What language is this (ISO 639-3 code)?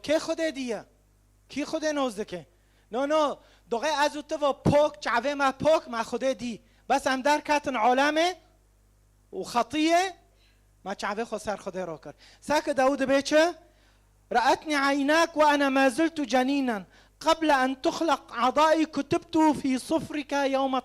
kur